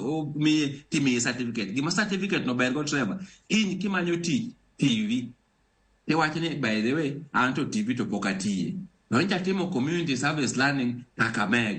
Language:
Luo (Kenya and Tanzania)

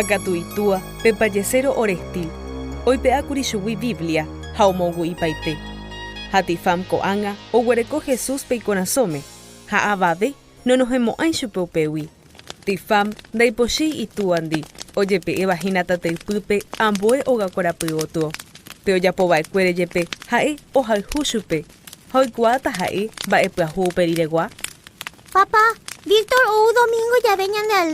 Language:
Guarani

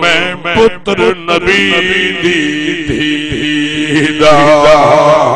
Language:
Saraiki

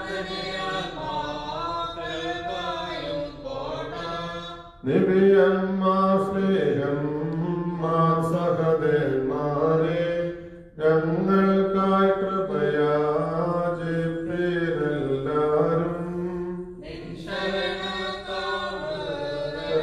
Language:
Malayalam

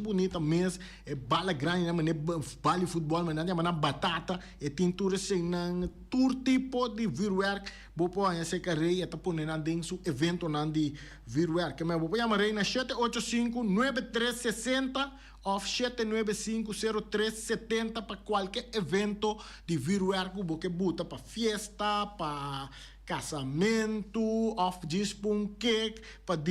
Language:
Papiamento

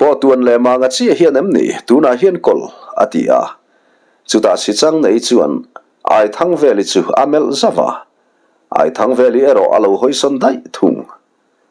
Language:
Mizo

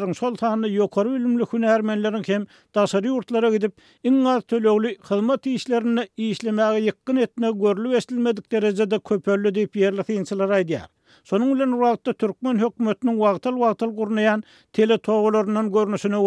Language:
Turkmen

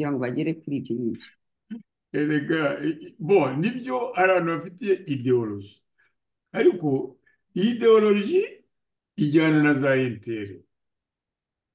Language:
Kinyarwanda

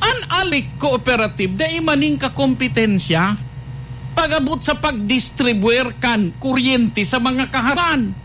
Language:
Bikol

